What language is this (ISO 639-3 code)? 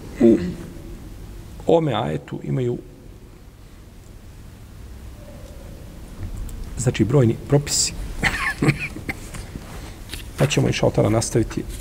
bos